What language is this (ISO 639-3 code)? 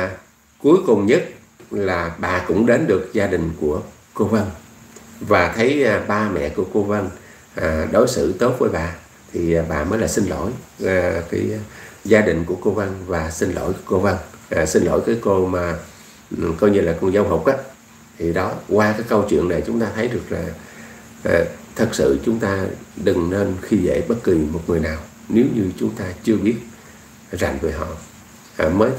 vie